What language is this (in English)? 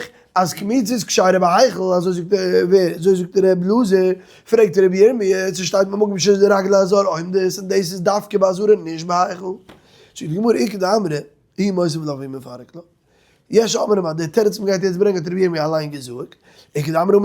Yiddish